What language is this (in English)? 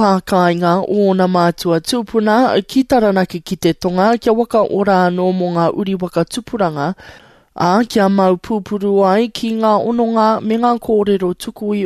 Māori